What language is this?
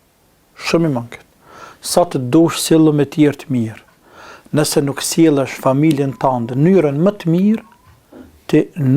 Albanian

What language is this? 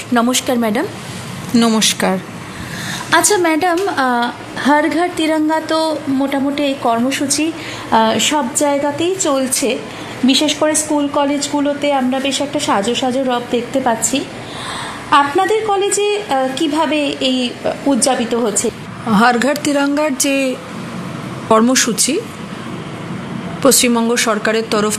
Bangla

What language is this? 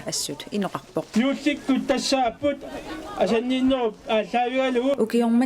Kalaallisut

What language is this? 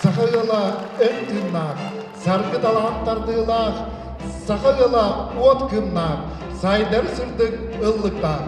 Yakut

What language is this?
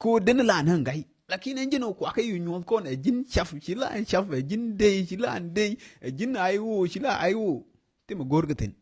Nuer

